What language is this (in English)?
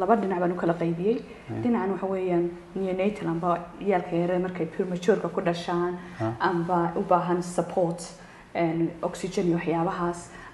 Somali